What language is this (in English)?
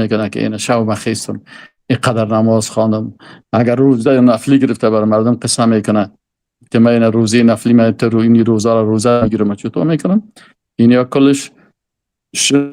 Persian